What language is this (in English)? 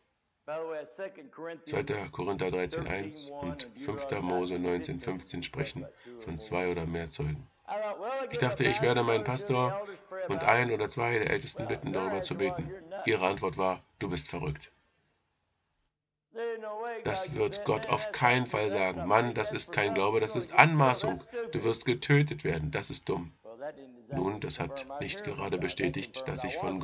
German